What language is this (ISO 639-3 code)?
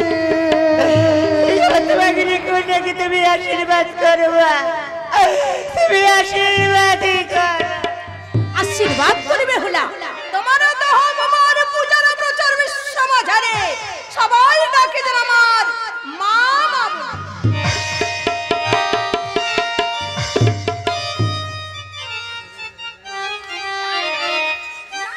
ben